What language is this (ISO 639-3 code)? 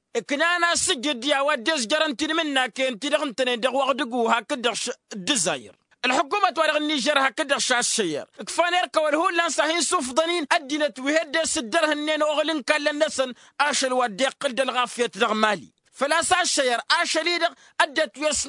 taq